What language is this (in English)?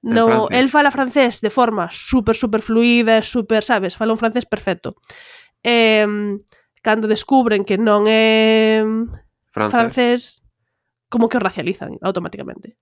Galician